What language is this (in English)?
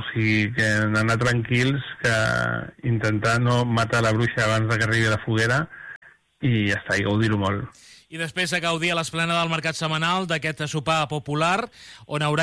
Catalan